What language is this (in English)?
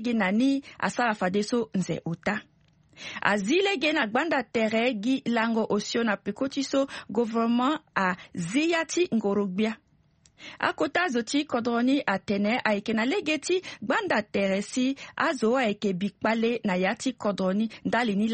Sango